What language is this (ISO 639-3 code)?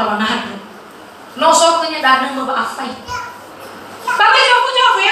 nia